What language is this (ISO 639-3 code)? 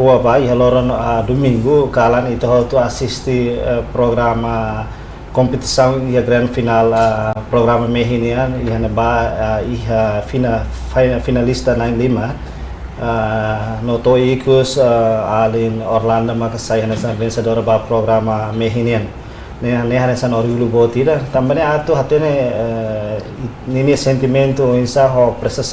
tet